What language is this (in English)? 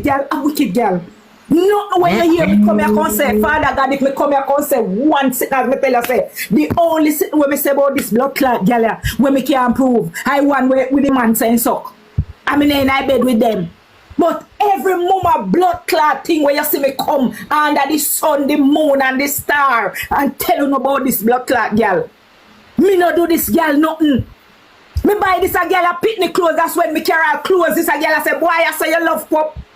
Jamaican Creole English